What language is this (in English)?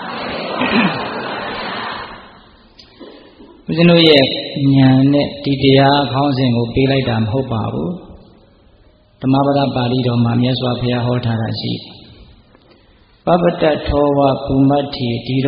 Burmese